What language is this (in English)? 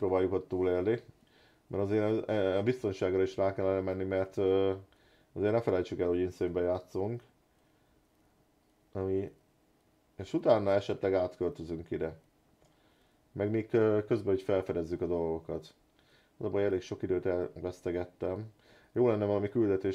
Hungarian